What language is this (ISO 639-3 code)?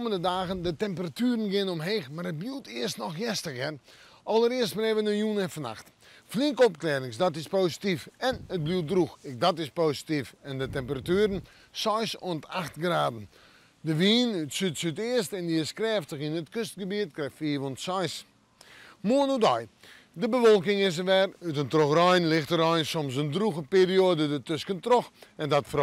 fry